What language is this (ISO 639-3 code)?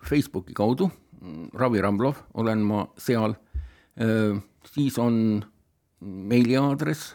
est